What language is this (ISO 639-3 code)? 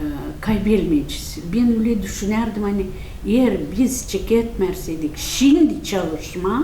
gag